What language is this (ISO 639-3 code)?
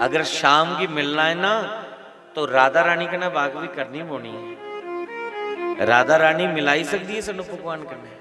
doi